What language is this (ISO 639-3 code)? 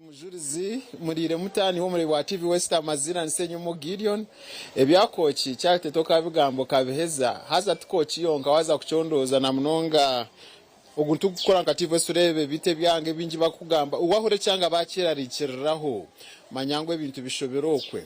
nyn